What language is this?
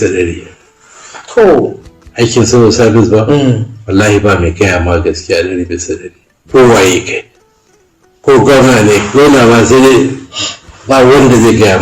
Hausa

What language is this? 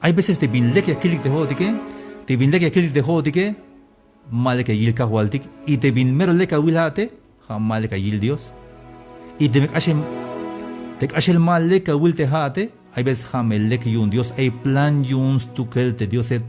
Tzeltal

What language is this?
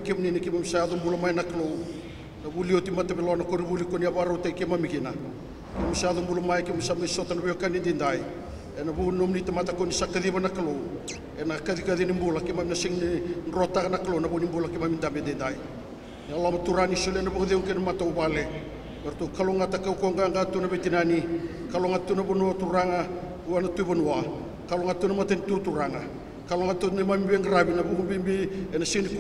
Fijian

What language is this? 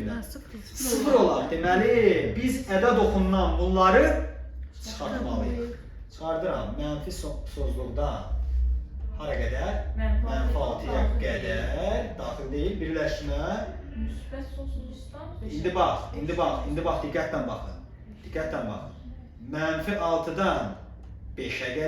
Azerbaijani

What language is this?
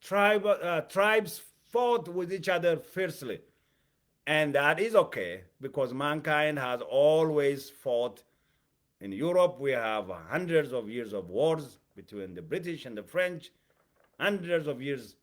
English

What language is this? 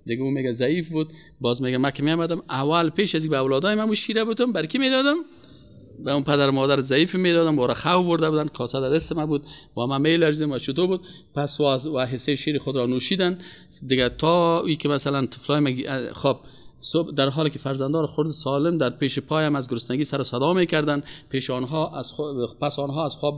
Persian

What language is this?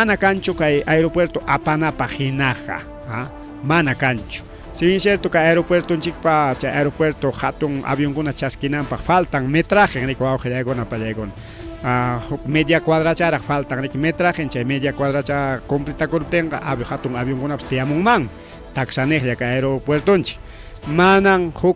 Ayacucho Quechua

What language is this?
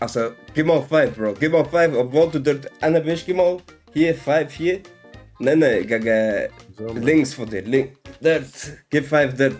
Swiss German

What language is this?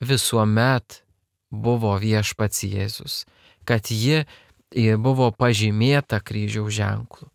Lithuanian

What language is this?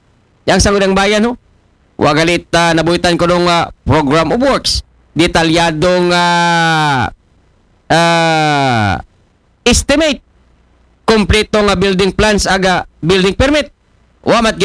Aklanon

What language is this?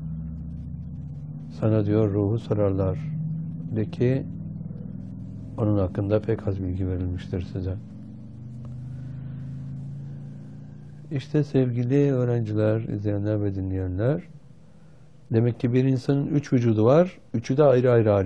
Turkish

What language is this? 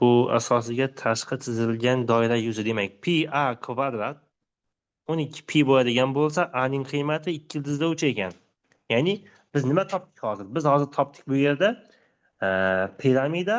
Uzbek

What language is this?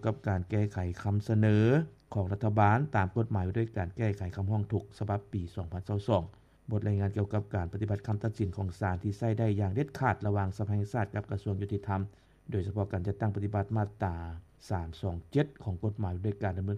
Lao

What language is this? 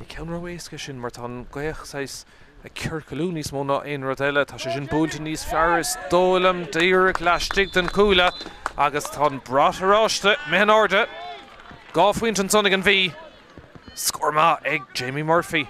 Irish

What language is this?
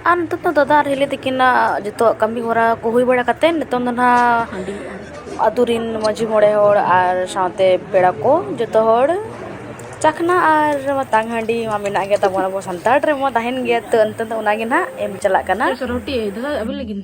Santali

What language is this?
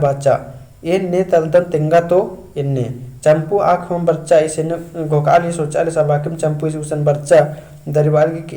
Kurukh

